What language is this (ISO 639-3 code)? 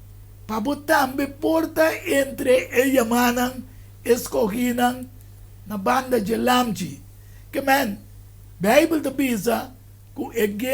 pap